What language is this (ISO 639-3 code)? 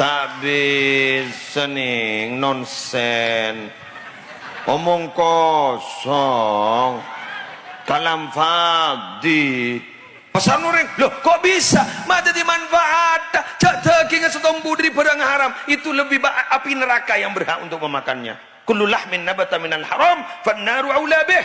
mad